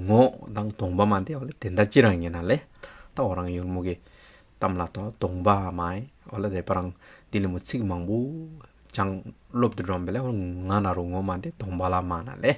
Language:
Hyolmo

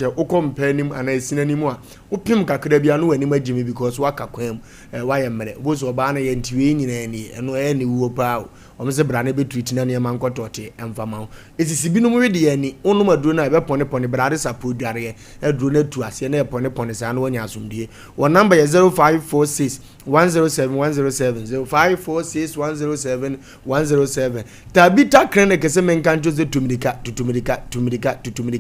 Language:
Akan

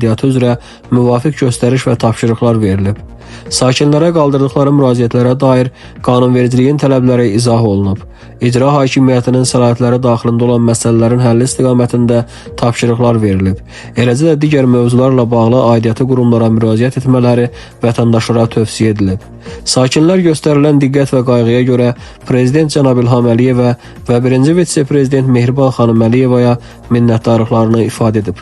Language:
Azerbaijani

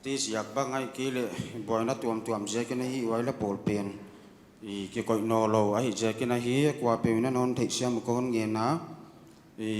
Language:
Paite Chin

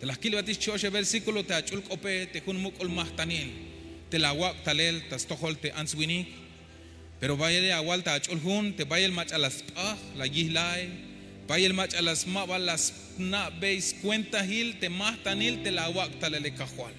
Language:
Tzeltal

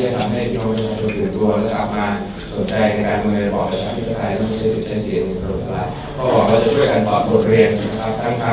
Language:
Thai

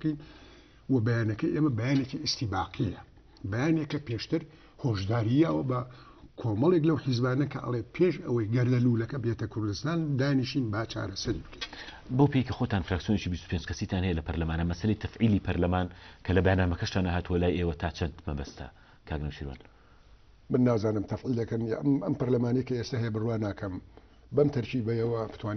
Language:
Central Kurdish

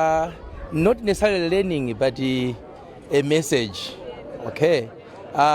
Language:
English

